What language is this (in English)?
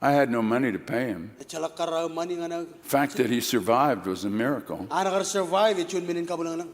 Marshallese